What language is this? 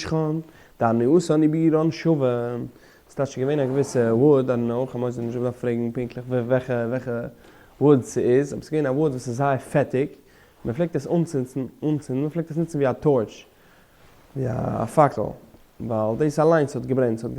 Yiddish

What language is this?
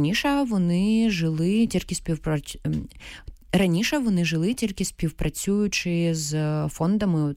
Ukrainian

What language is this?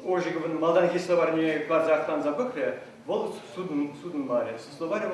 Chuvash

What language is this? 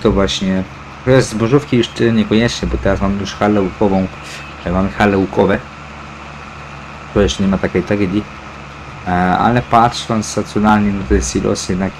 Polish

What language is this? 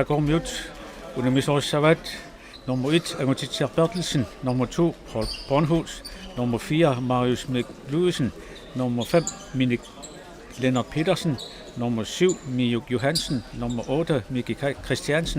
Kalaallisut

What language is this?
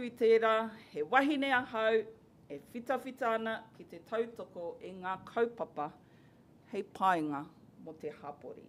Māori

